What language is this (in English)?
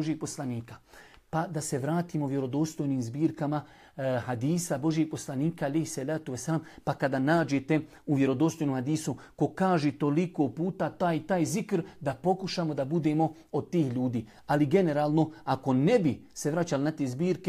Bosnian